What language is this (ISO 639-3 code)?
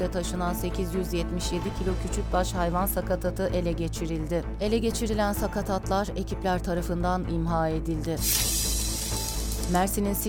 tur